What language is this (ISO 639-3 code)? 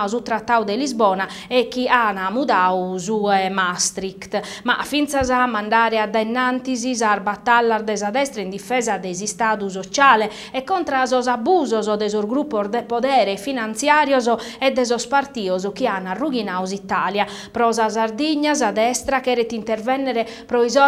srd